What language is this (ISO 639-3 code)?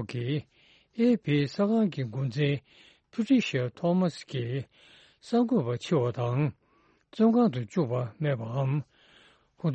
bod